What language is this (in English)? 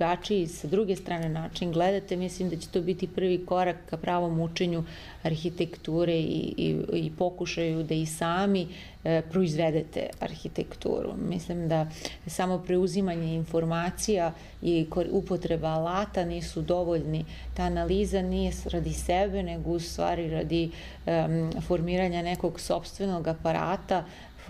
Serbian